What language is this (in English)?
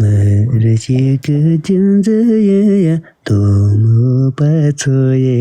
Tibetan